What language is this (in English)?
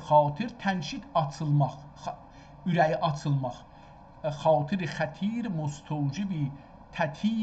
South Azerbaijani